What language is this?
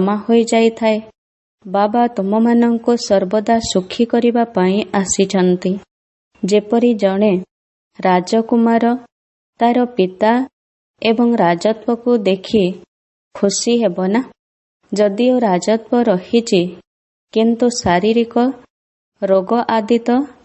Odia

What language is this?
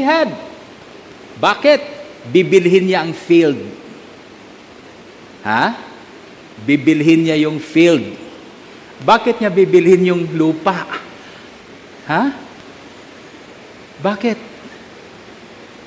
Filipino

